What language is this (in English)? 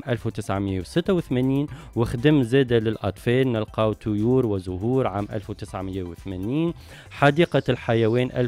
Tunisian Arabic